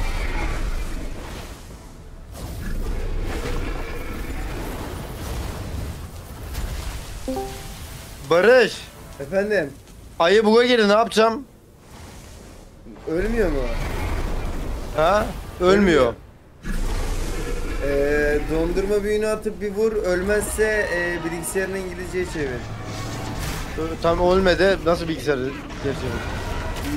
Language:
Turkish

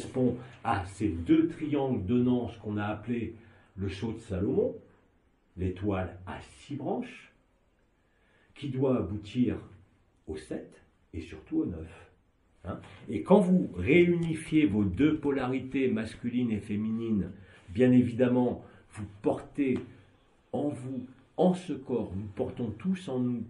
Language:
French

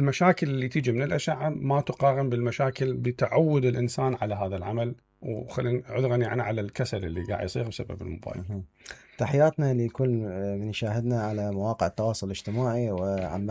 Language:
Mesopotamian Arabic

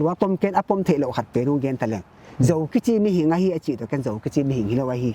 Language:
Paite Chin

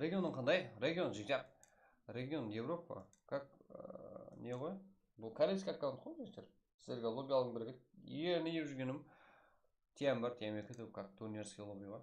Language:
Kara-Kalpak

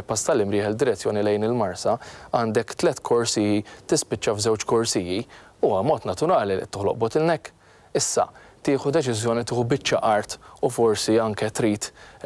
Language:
Maltese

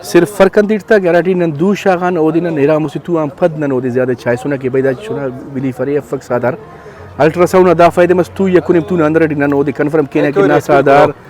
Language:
Brahui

